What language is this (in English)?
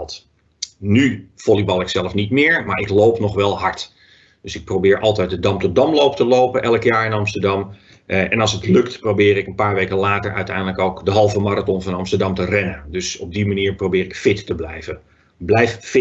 Dutch